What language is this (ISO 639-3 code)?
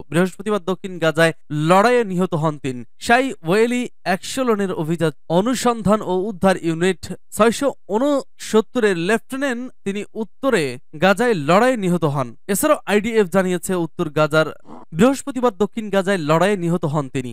ben